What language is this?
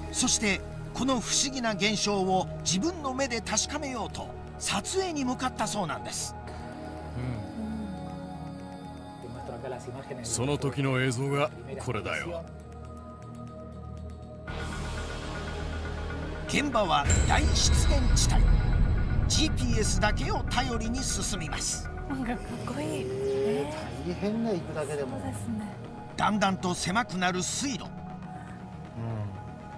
Japanese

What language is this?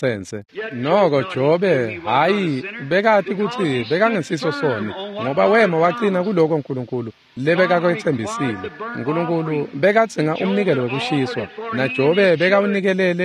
Swati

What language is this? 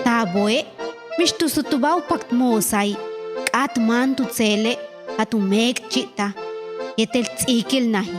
Yucateco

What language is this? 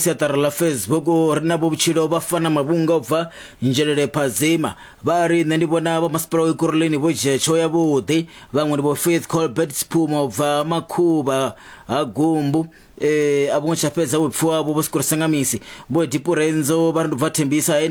Venda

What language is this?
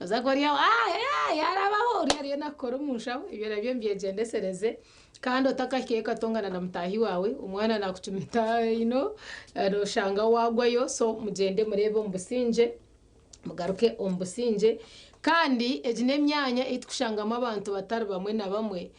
Nyankole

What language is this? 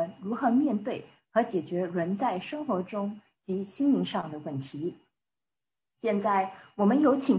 Chinese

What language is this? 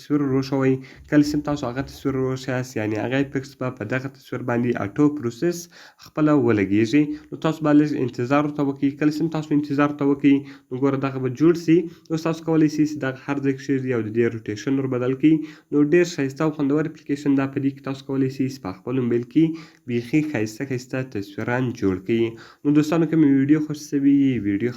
Pashto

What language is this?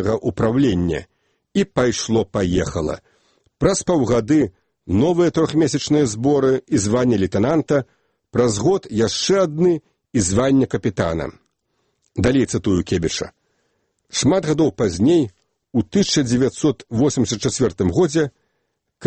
Belarusian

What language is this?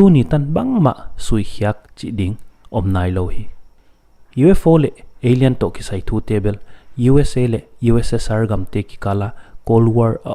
Paite Chin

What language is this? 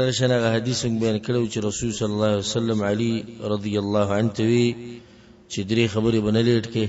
Pashto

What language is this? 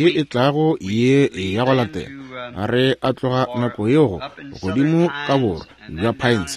Northern Sotho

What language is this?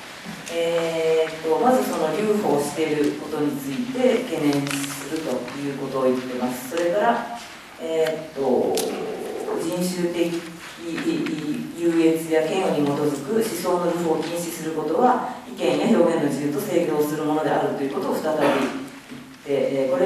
Japanese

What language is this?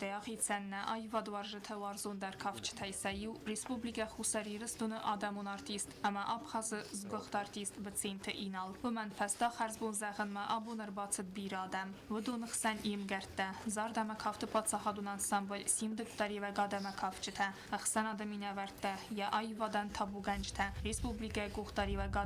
Ossetic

